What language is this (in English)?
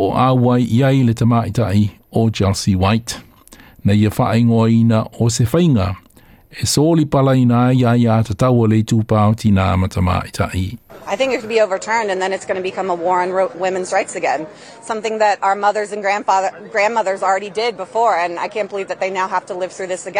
Samoan